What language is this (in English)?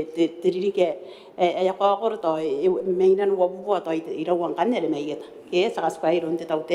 Gilbertese